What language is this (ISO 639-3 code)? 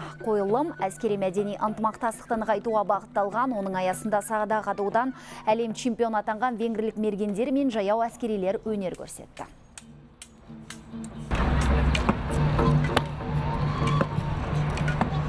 kaz